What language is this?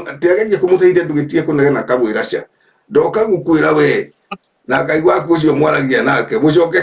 Kikuyu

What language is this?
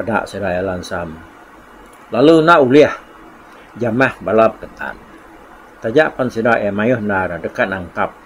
Iban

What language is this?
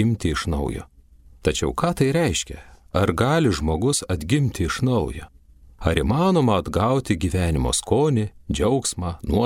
Lithuanian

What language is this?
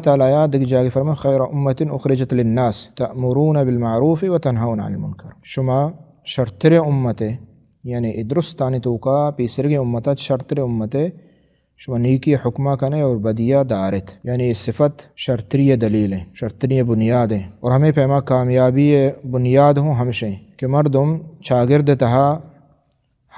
Baluchi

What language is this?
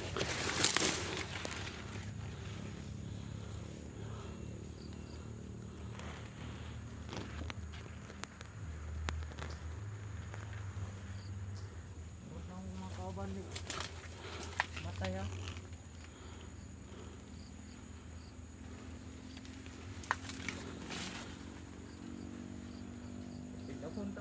Filipino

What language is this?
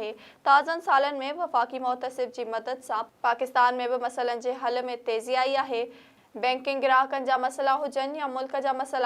Sindhi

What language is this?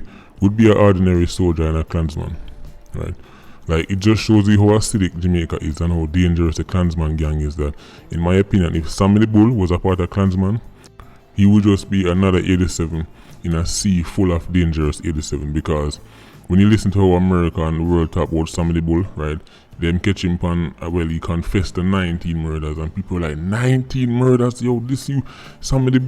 Jamaican Creole English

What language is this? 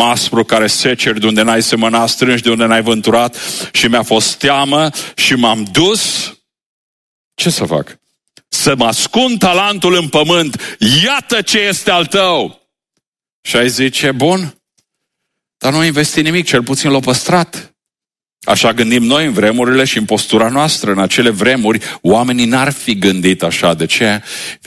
Romanian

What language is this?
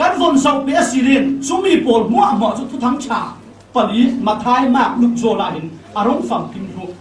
Falam Chin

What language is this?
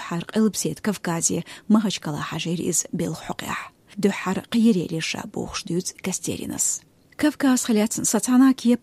Chechen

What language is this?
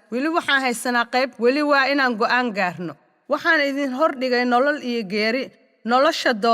Somali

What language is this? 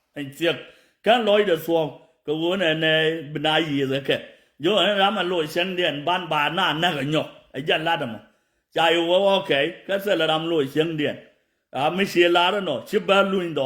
Nuer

